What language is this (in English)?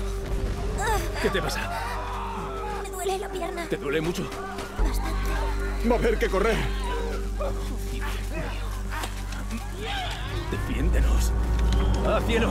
Spanish